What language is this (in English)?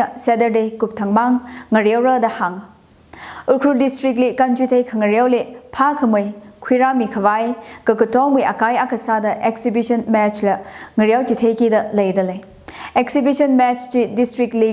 Tangkhul Naga (India)